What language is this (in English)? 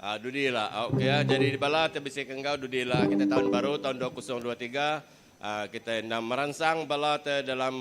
Iban